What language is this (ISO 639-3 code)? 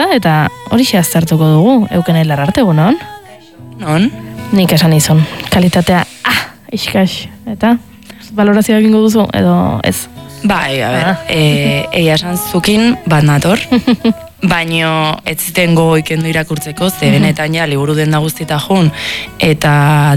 eus